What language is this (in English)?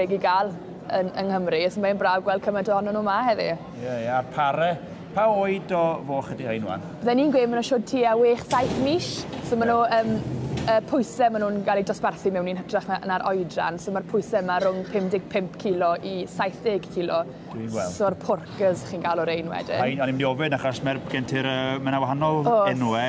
Welsh